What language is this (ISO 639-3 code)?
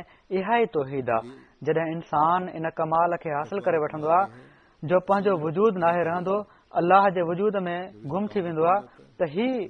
snd